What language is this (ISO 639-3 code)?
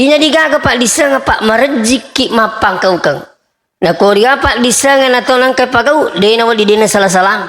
bug